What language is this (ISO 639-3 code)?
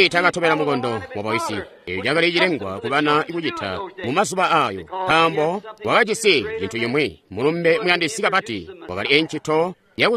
toi